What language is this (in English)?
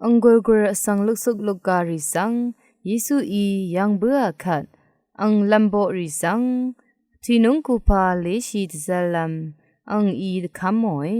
Rawang